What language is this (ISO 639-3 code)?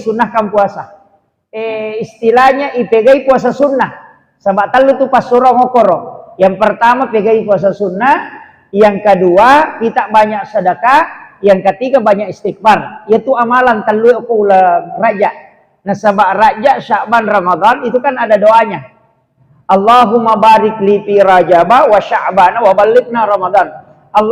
bug